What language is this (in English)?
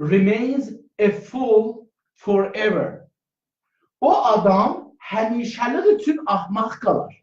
South Azerbaijani